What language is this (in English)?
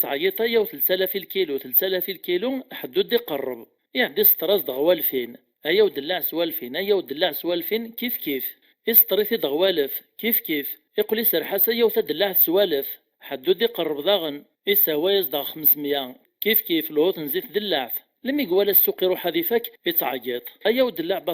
Kabyle